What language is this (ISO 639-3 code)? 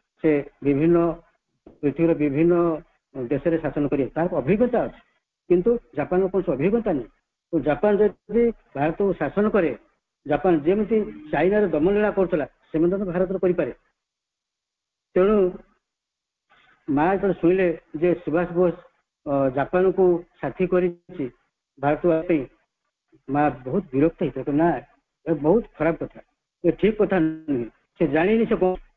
ori